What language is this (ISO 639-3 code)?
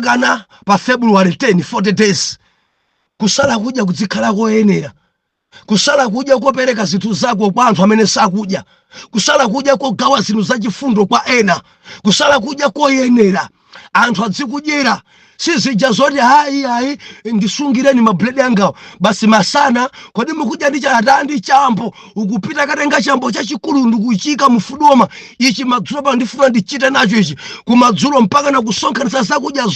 nya